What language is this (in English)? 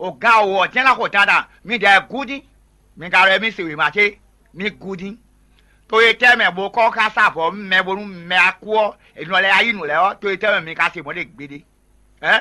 Fon